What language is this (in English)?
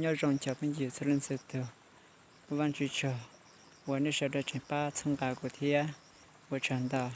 Hmong